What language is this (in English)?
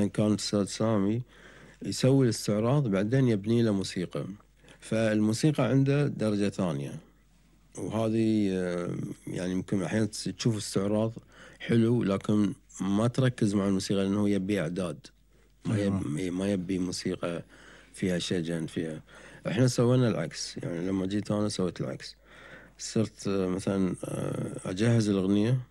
Gulf Arabic